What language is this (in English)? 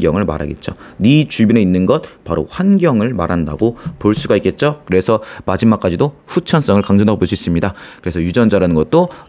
Korean